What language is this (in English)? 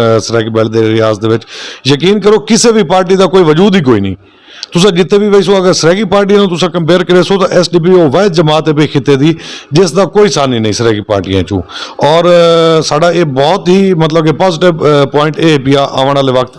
Saraiki